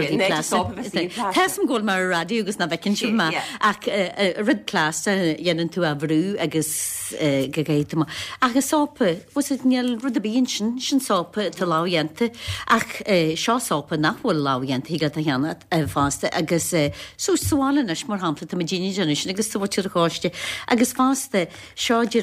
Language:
Irish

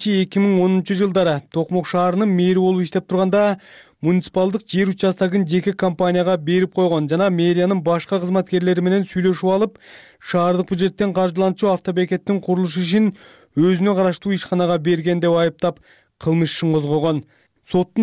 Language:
Kyrgyz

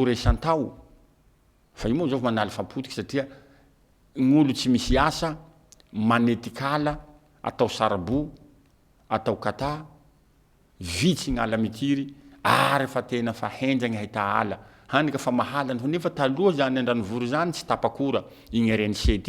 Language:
Malagasy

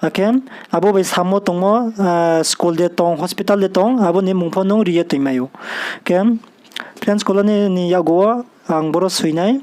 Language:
Riang (India)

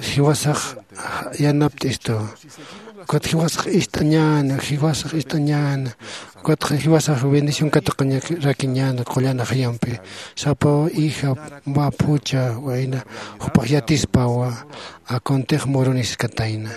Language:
Aymara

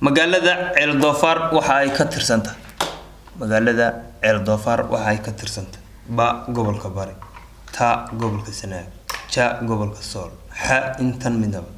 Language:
Somali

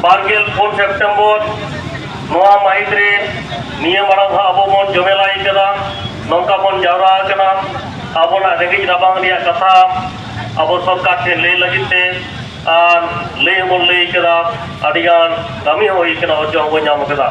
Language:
Santali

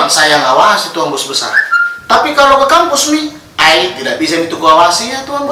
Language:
Makassar Malay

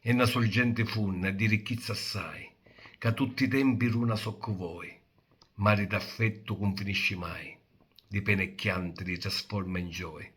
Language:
Sicilian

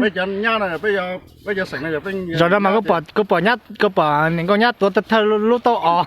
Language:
Hmong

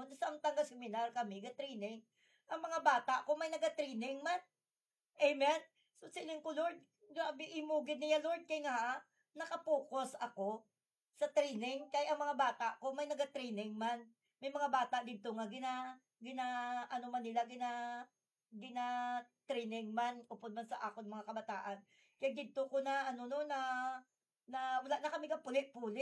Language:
Hiligaynon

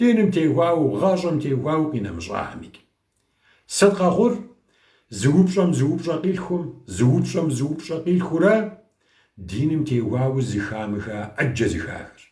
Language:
Kabardian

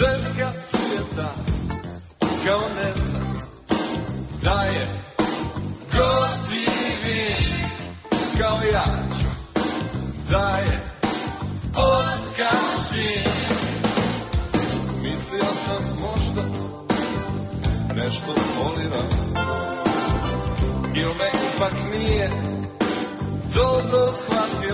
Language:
Croatian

